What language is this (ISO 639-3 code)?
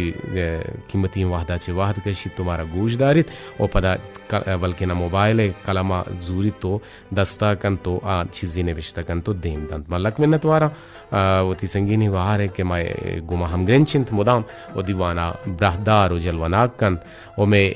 bgp